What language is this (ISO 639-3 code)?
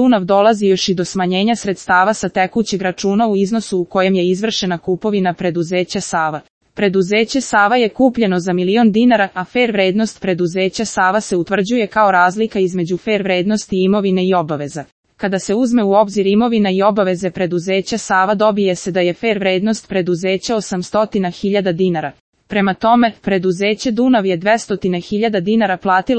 srp